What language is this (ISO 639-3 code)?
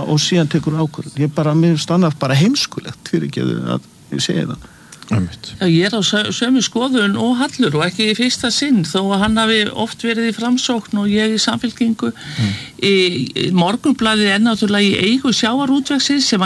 isl